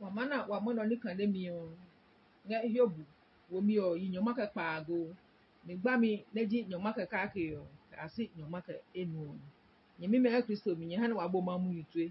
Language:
Adangme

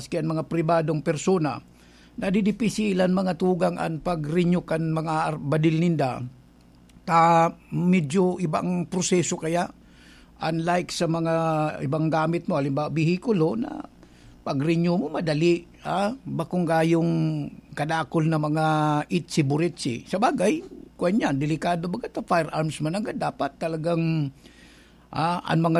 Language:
Bikol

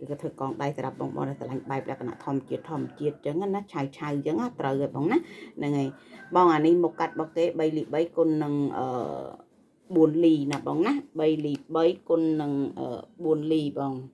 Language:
Khmer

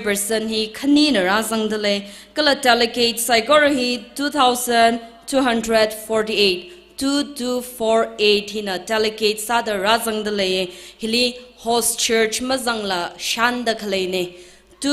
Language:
Tangkhul Naga (India)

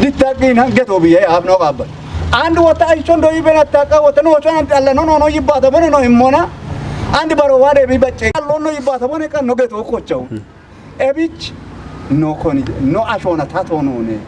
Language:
Kafa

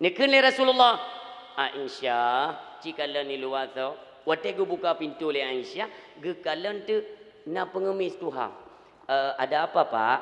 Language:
Achinese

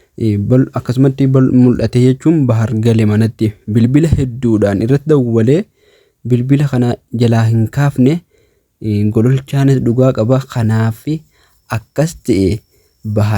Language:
Oromo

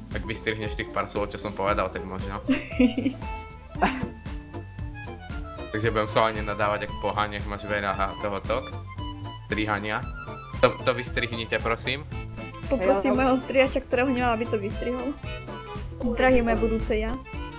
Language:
Slovak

